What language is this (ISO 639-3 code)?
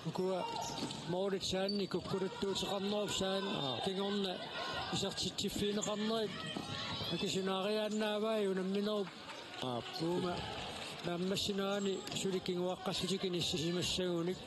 kal